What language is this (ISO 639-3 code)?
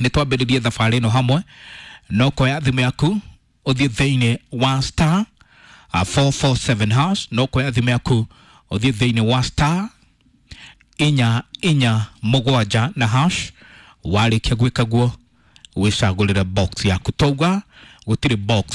kik